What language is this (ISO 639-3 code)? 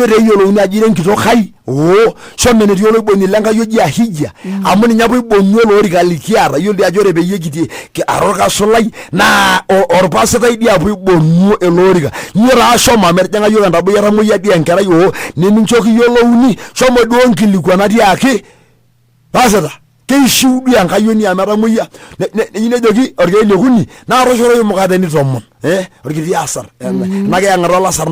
mas